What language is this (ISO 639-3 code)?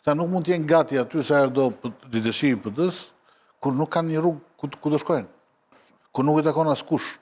sqi